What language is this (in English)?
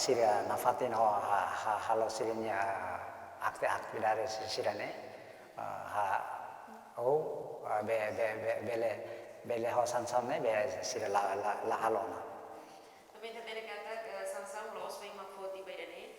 Tetum